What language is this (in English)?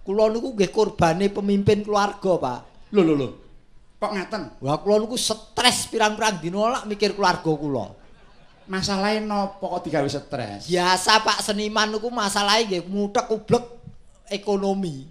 Javanese